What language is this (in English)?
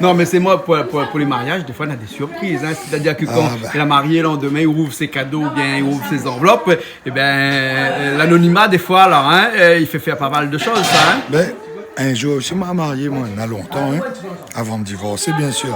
Réunion Creole French